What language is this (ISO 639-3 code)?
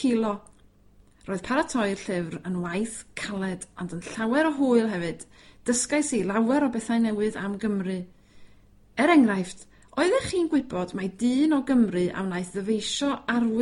cym